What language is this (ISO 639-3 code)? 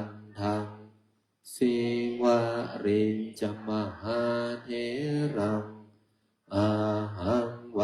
pli